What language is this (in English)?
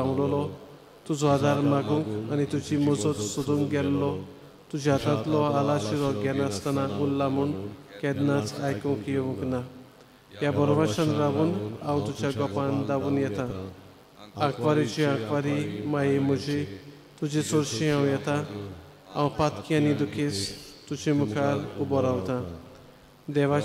Konkani